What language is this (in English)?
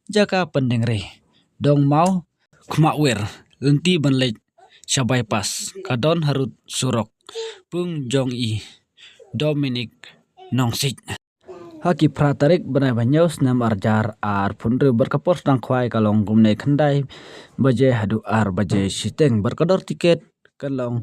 Khasi